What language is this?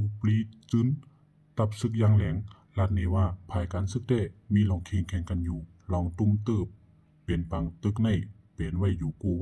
Shan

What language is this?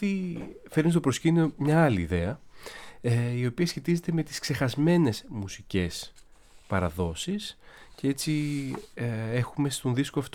Greek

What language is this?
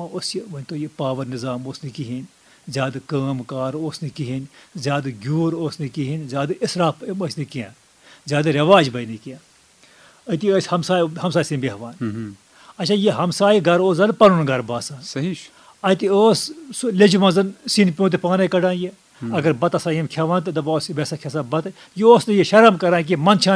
Kashmiri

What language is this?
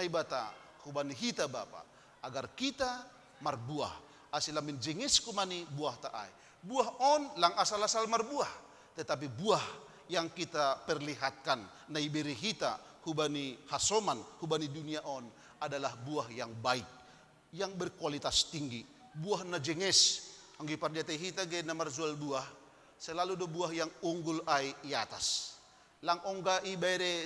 Batak Simalungun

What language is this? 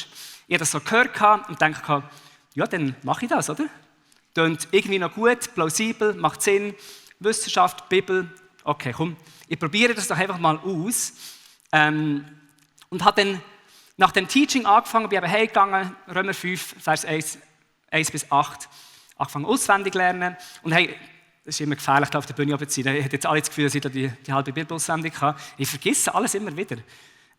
Swiss German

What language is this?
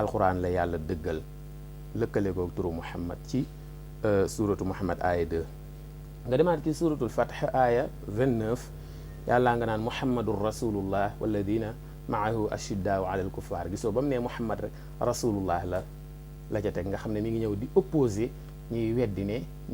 Wolof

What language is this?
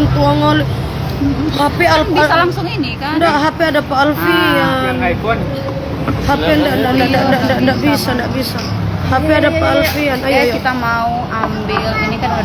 Manado Malay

